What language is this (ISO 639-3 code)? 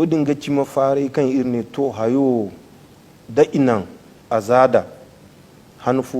dje